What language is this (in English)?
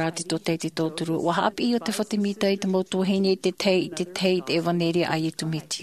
Tahitian